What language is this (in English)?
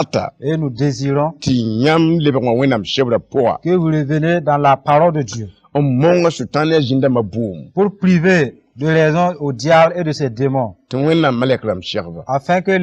Mossi